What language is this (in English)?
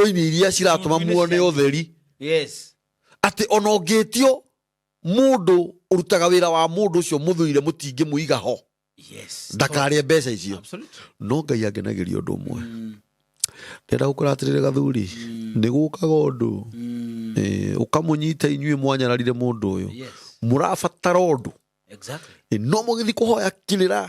Kikuyu